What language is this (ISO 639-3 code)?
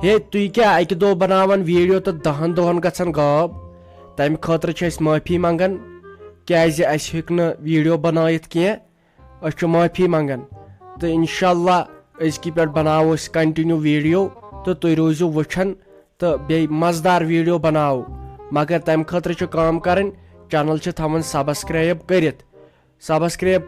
kas